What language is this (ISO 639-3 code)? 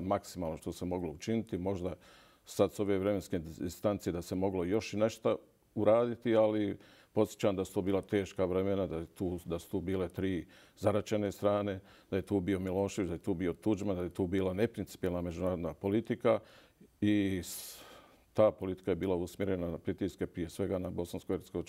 bos